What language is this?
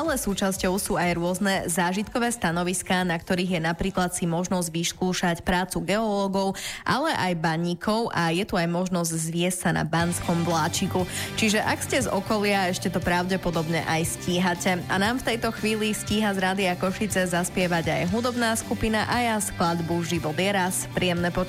Slovak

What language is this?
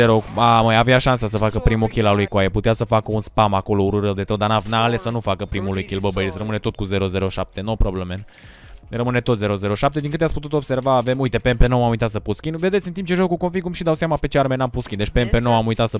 Romanian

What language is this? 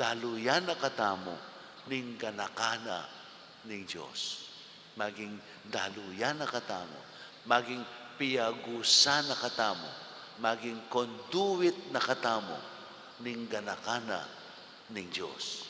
Pampanga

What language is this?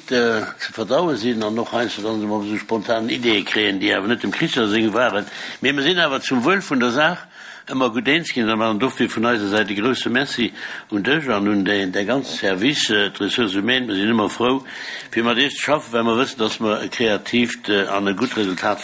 Luxembourgish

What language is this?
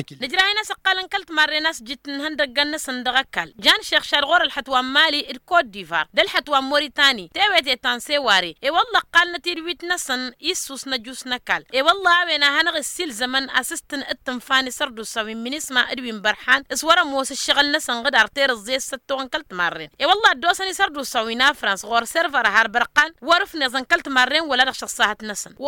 Tamasheq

